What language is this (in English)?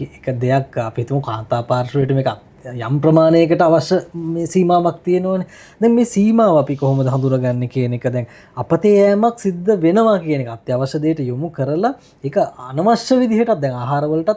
Sinhala